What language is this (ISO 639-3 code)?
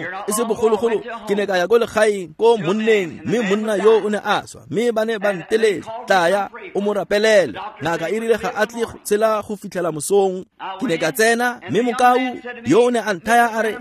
tsn